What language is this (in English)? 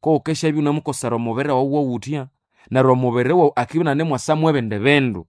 Nande